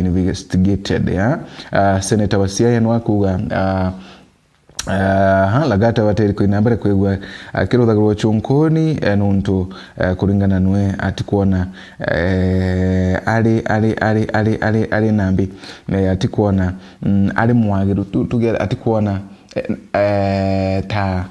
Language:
Meru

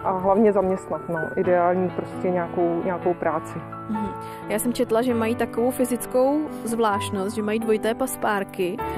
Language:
Czech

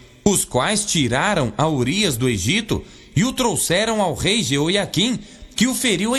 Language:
Portuguese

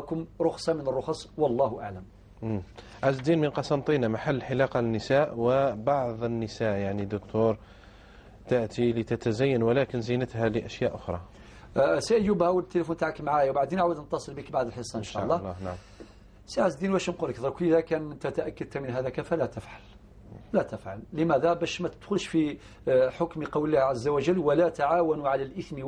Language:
Algerian Arabic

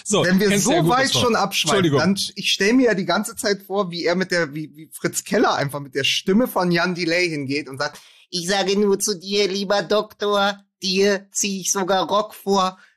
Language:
German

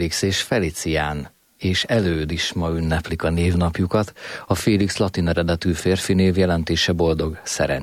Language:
Hungarian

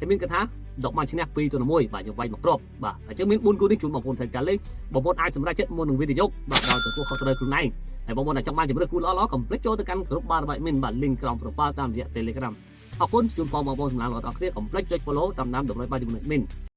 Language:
Khmer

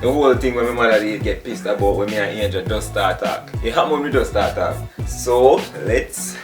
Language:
Jamaican Creole English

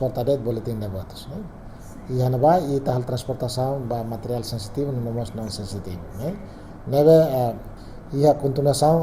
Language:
Tetum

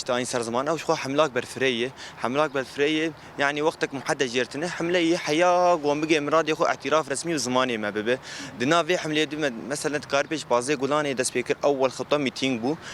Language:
Kurdish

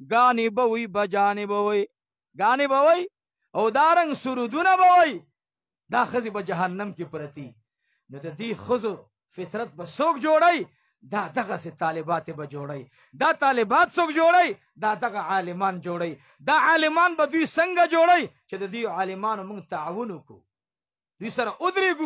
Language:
Pashto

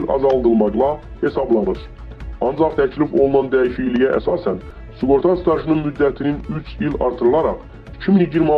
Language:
Azerbaijani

